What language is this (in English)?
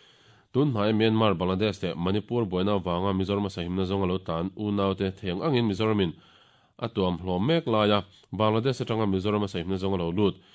Mizo